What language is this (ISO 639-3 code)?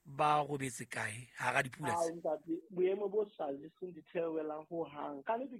sot